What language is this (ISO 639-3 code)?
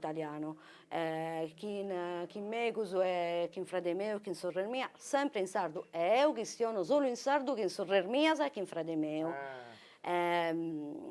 srd